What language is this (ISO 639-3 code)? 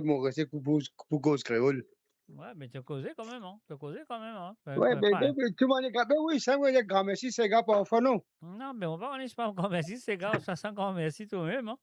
mfe